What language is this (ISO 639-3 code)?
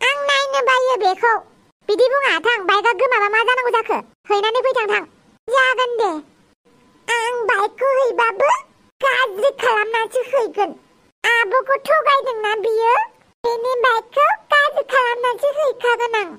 brx